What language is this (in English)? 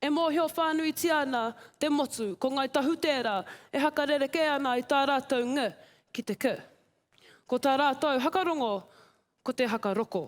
Māori